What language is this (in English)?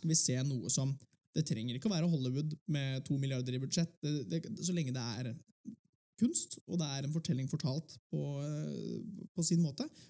Norwegian